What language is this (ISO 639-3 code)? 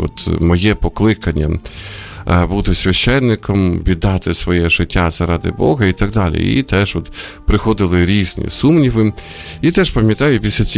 ukr